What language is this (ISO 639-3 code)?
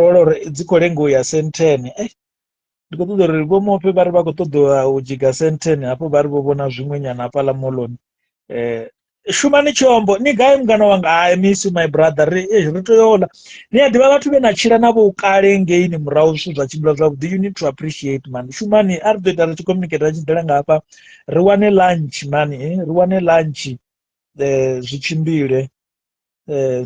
ven